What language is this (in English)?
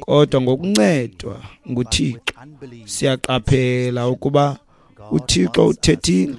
Xhosa